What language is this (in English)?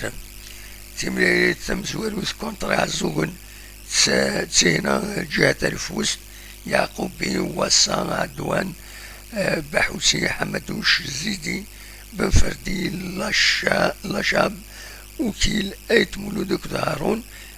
Kabyle